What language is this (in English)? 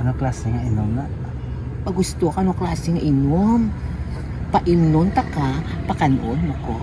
Hiligaynon